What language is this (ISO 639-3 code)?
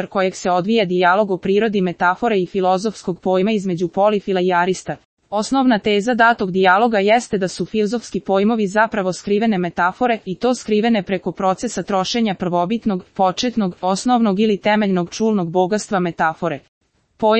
srp